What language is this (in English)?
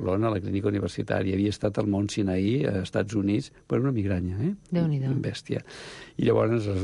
Catalan